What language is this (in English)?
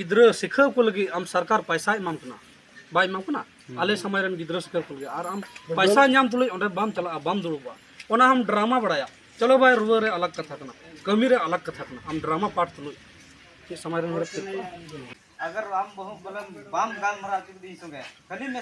Santali